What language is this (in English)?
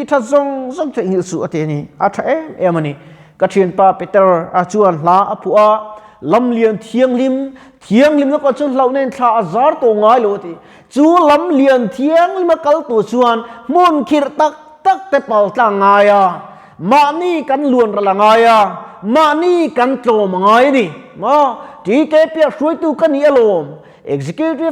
Mizo